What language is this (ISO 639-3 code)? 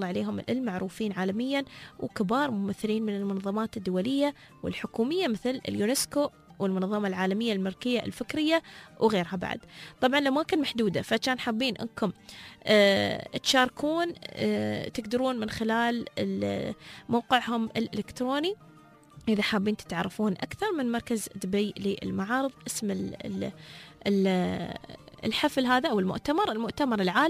afb